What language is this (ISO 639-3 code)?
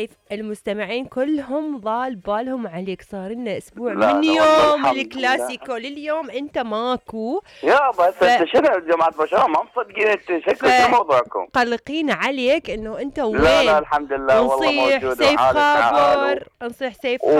acm